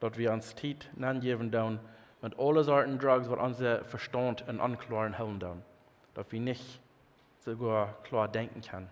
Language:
Plautdietsch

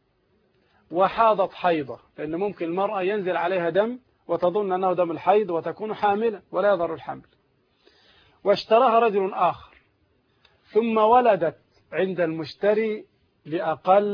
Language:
Arabic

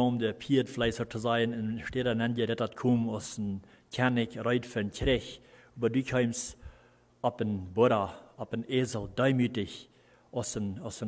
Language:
Plautdietsch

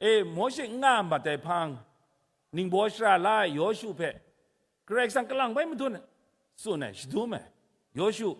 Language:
Kachin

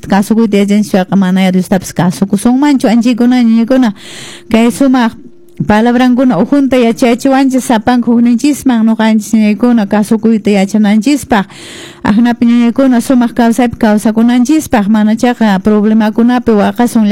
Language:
Quechua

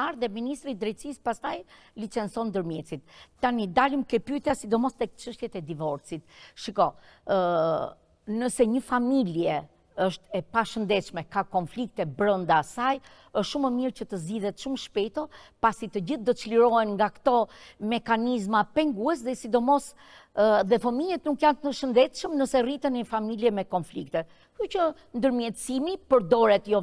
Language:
Albanian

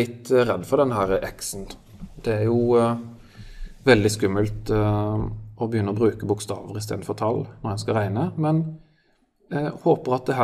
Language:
Norwegian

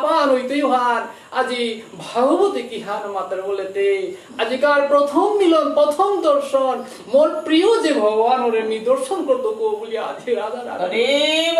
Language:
Bishnupriya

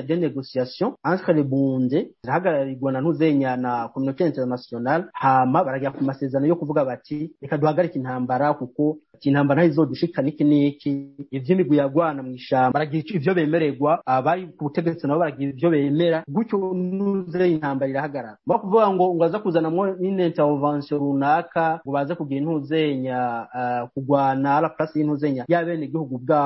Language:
Rundi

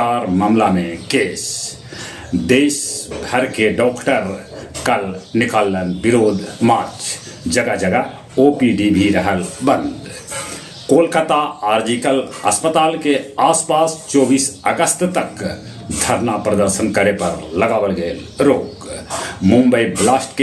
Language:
Magahi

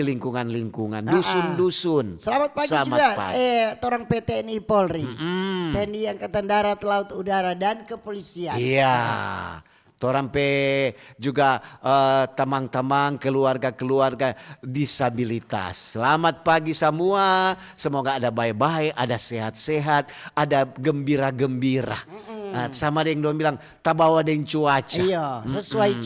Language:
Manado Malay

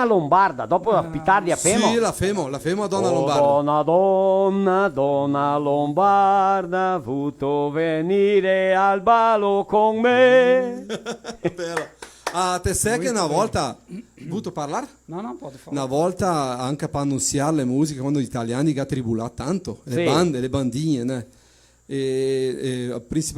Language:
Venetian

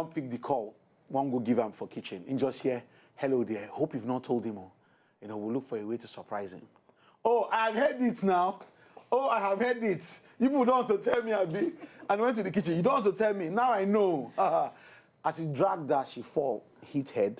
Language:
Nigerian Pidgin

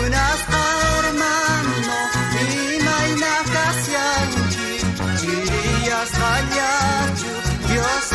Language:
South Bolivian Quechua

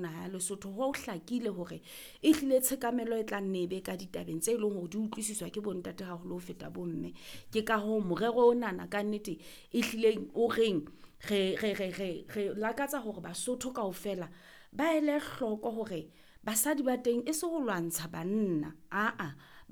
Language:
Southern Sotho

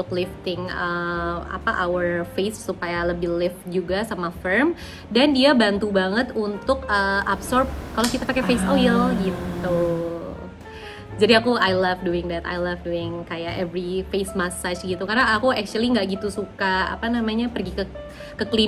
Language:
Indonesian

